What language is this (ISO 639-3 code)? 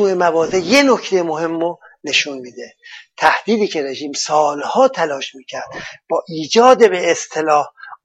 fas